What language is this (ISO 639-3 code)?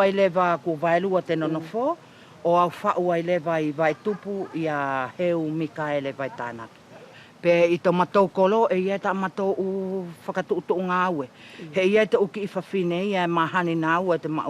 wls